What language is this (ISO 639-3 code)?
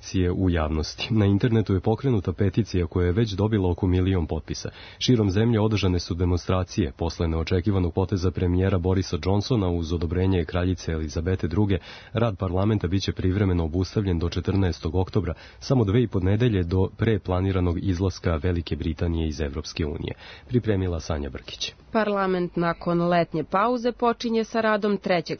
srp